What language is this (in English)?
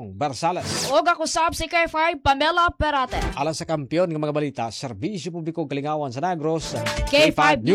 Cebuano